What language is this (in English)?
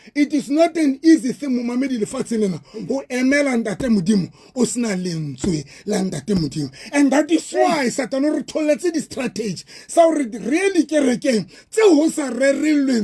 Southern Sotho